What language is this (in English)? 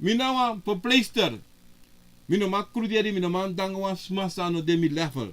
Sranan Tongo